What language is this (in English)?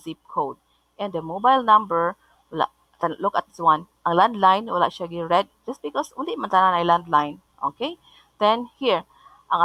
Cebuano